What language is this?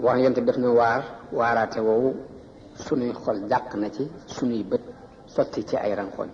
Wolof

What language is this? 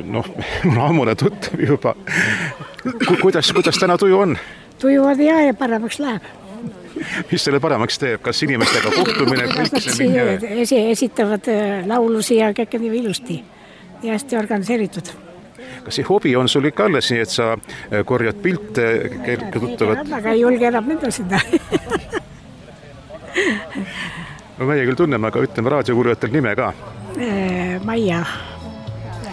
Estonian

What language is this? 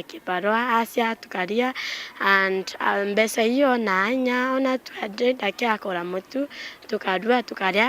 Meru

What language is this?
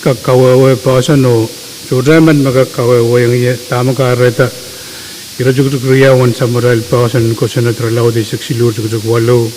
Pohnpeian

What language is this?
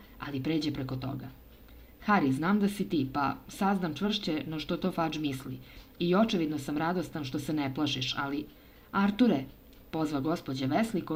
Serbian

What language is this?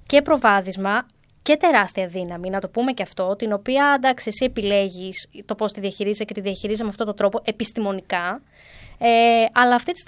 Greek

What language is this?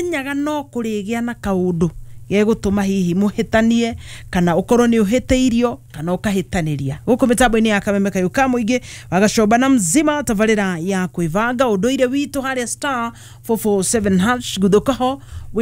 Kikuyu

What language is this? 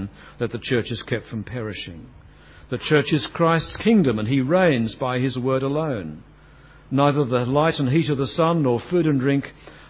English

